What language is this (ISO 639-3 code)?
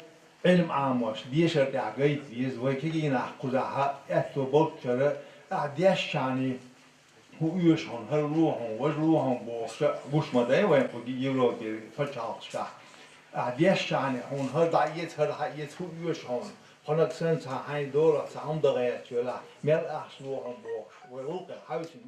che